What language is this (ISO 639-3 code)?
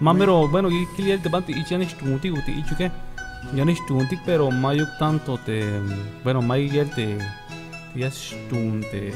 tzh